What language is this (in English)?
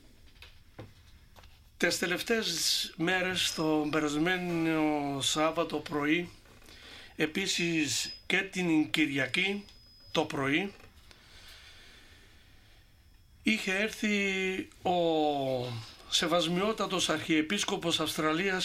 Greek